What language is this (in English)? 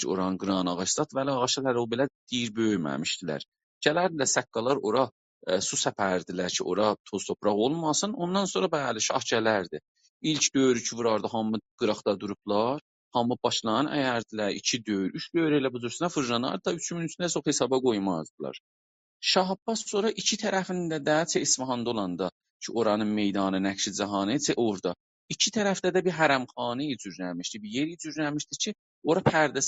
South Azerbaijani